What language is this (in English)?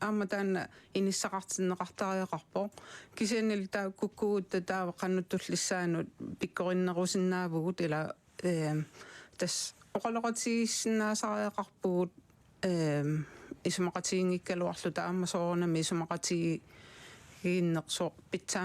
Kalaallisut